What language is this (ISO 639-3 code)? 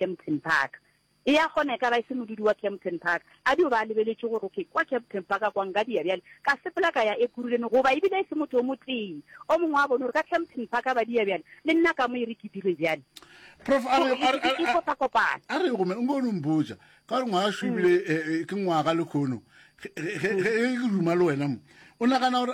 nso